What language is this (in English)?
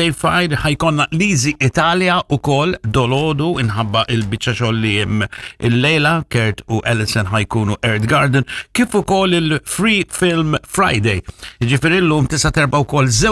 Maltese